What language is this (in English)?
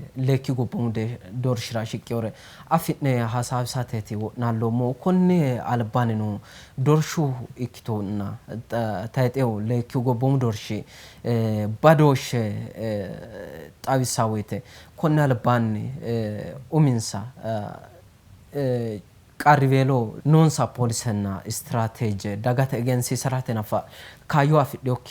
Sidamo